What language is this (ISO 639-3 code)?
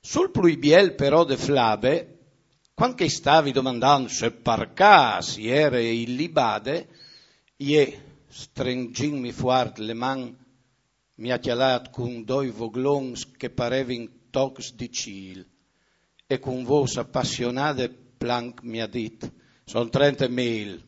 fur